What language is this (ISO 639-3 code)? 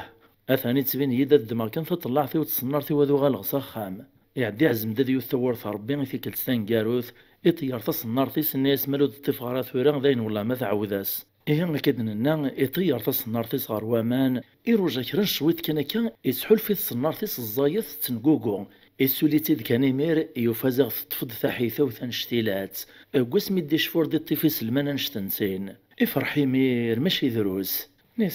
kab